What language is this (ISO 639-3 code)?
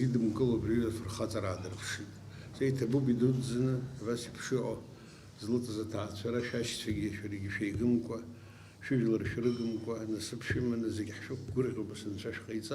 abk